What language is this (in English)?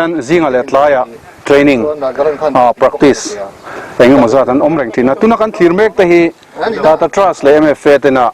Mizo